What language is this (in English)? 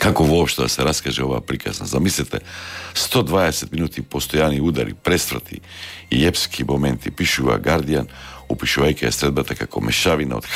Macedonian